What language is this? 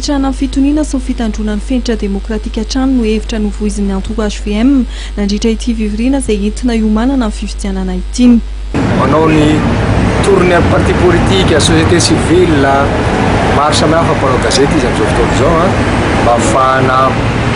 Malagasy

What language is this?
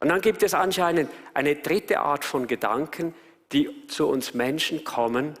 Swiss German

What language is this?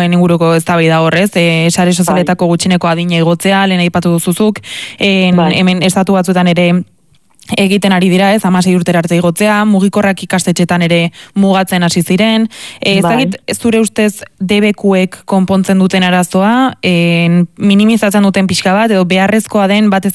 Basque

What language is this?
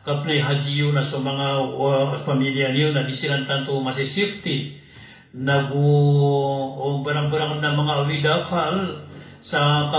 Maranao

